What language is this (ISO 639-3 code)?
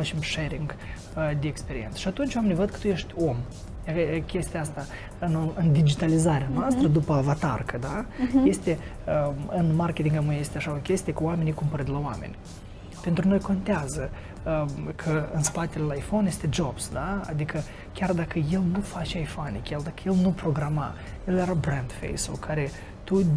ron